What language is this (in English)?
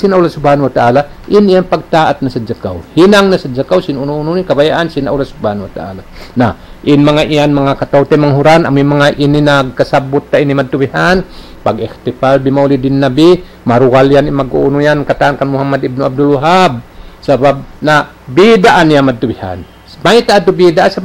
Tausug